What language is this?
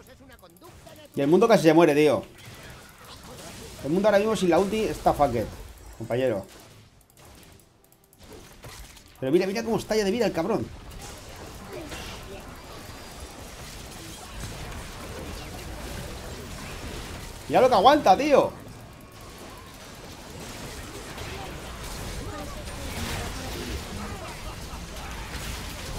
Spanish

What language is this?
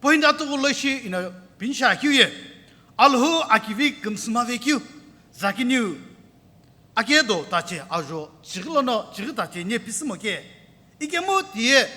Sumi Naga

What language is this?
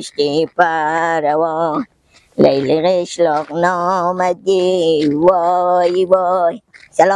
Persian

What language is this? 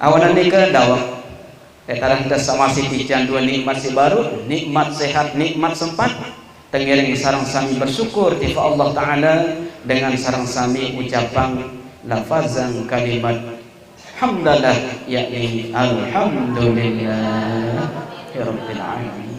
Sasak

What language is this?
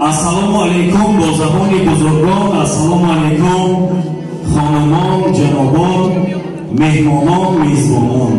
Tajik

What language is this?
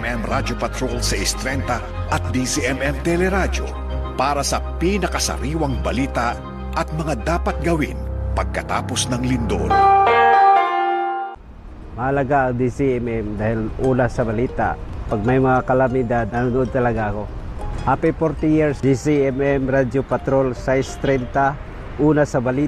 Filipino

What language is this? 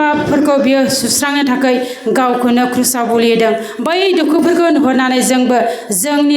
Bodo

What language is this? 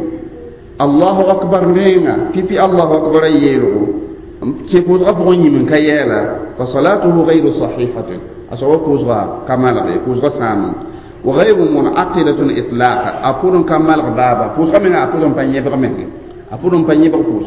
Mossi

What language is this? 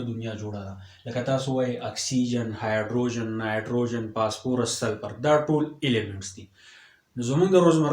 Pashto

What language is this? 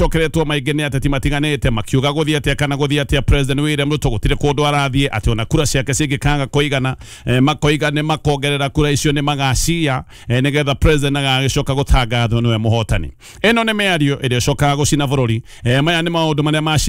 Kikuyu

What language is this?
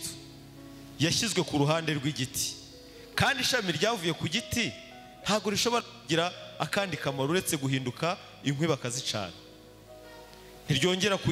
Kinyarwanda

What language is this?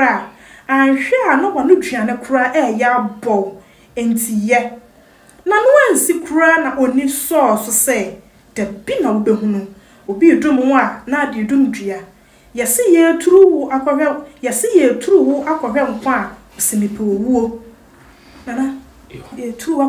Akan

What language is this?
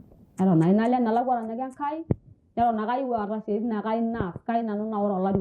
Masai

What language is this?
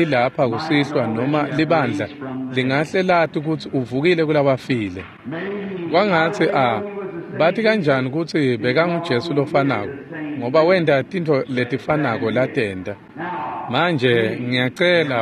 Swati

